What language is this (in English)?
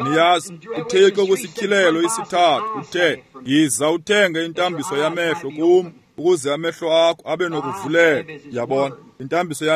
Xhosa